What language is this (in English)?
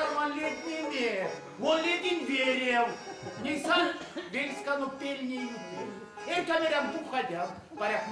Erzya